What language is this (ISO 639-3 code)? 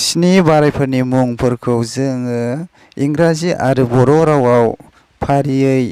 brx